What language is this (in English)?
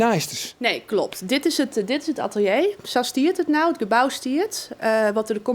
Western Frisian